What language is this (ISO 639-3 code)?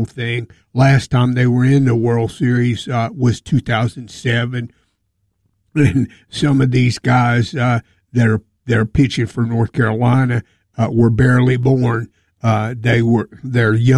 eng